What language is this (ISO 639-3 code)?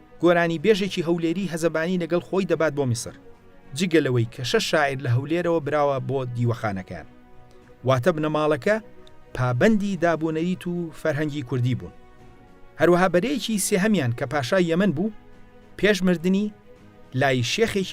ckb